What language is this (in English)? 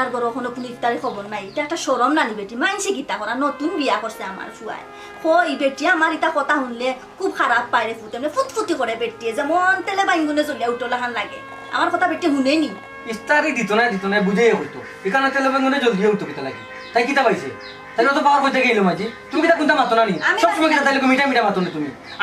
Sylheti